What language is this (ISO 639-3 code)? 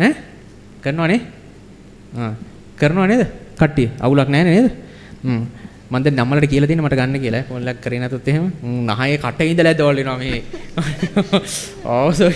sin